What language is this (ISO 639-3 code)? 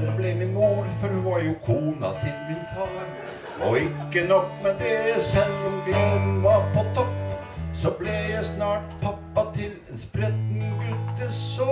nor